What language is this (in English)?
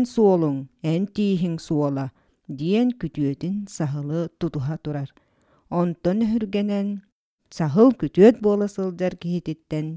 Yakut